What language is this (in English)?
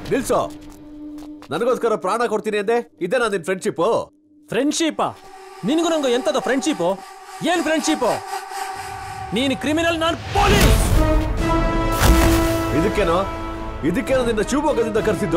Kannada